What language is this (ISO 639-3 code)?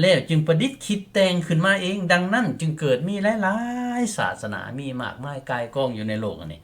lao